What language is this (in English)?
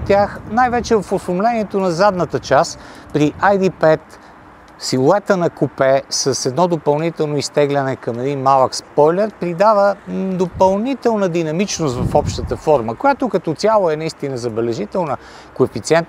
Bulgarian